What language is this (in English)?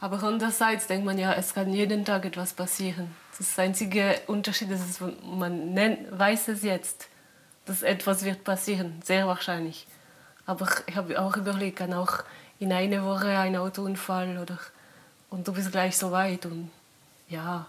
Swiss German